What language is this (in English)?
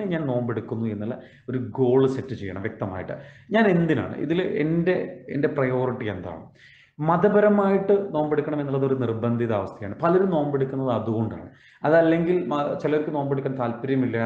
Malayalam